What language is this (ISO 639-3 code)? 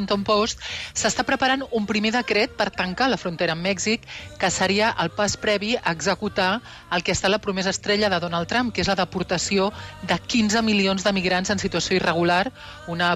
cat